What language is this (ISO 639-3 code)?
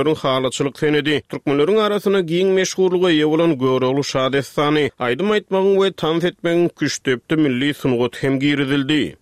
tuk